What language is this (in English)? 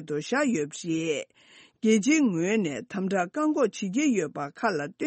Tibetan